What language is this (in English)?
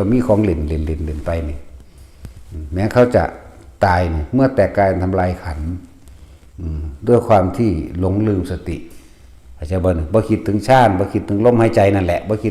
Northeastern Thai